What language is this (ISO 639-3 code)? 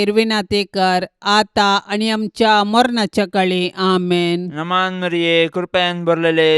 kok